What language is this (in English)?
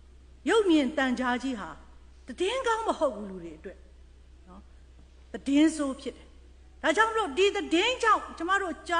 Burmese